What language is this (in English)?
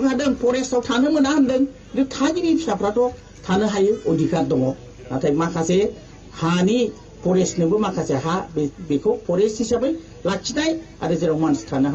Bodo